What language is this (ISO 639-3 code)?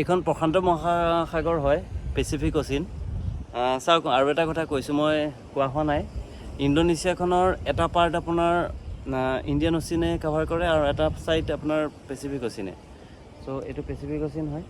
asm